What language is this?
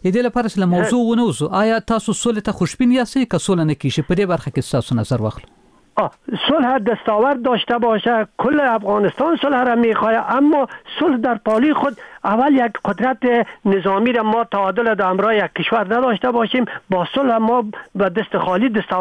Persian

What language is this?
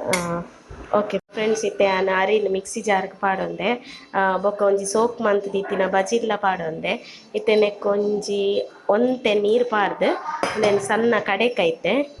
Tulu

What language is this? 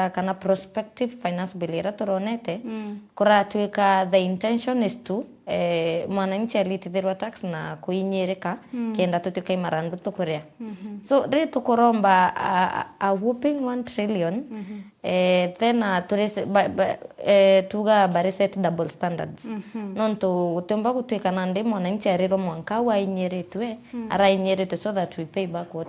Meru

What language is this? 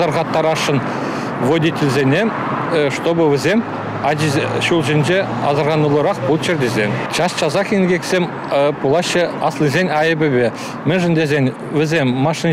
Chuvash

